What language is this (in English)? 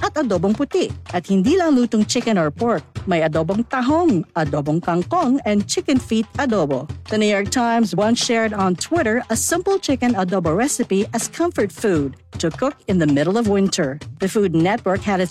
Filipino